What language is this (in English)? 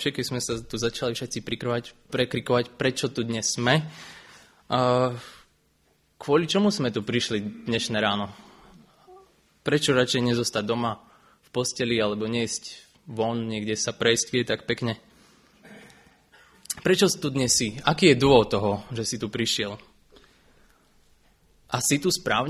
Slovak